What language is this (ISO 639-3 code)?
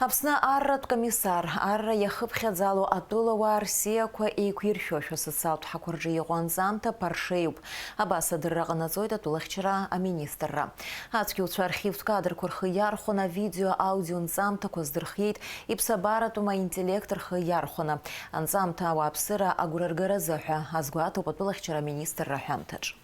abk